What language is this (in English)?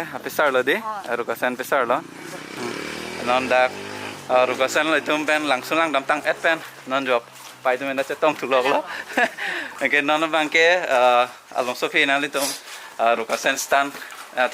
Karbi